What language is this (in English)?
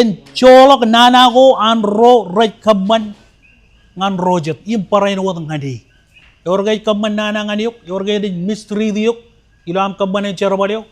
Marshallese